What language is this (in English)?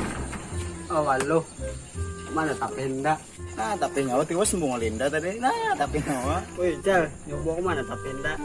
Banjar